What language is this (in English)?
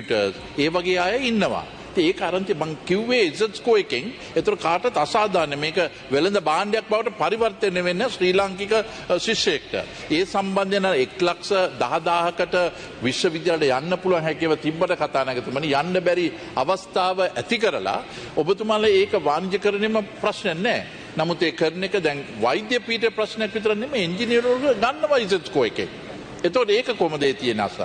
Sinhala